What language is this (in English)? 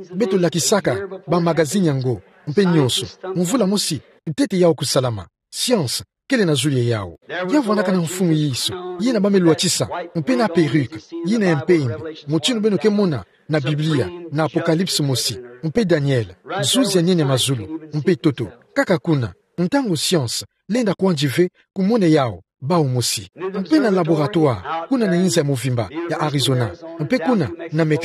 Kituba (Democratic Republic of Congo)